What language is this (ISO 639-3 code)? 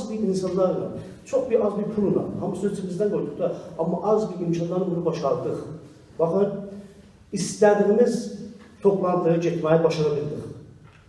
azb